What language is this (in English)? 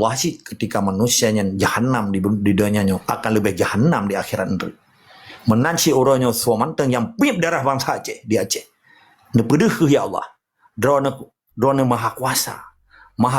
Achinese